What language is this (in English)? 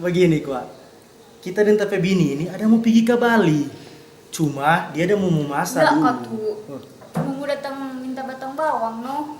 Manado Malay